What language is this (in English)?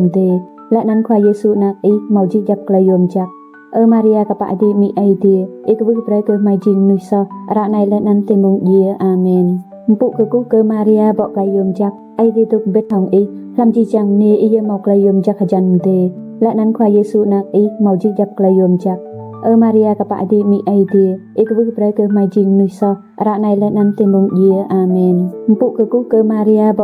Rade